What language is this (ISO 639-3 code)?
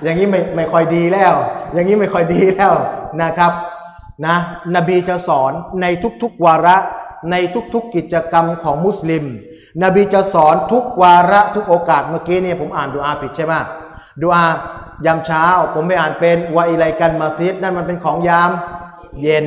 tha